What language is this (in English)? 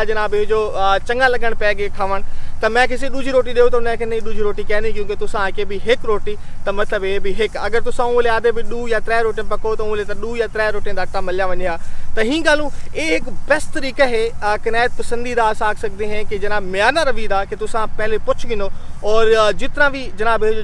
Saraiki